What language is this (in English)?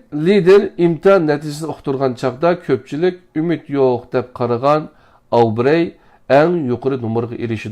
Uyghur